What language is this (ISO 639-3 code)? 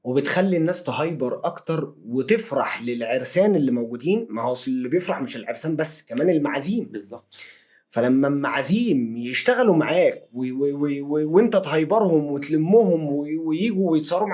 arz